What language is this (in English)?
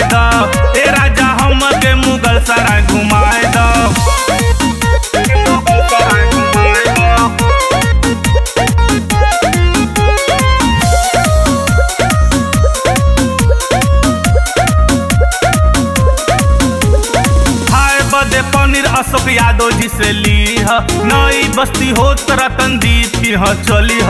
Bhojpuri